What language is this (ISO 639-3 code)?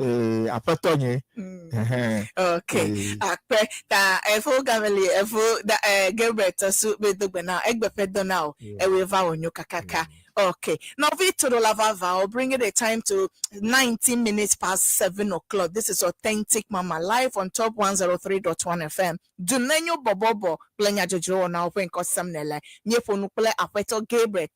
ewe